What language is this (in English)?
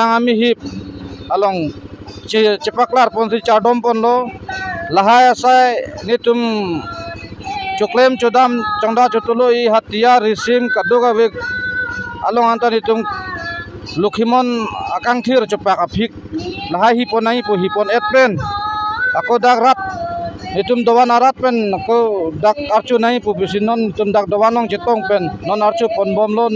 Karbi